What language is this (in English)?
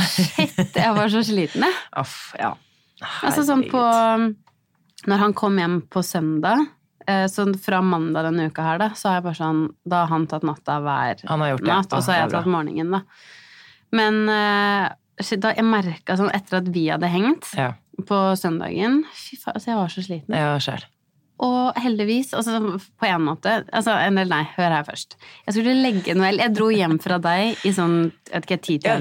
Norwegian